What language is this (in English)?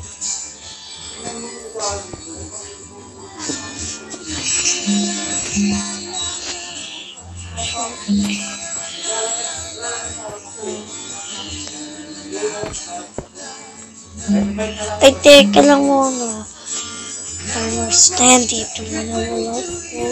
Filipino